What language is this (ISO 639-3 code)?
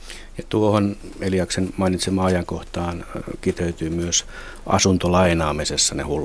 fin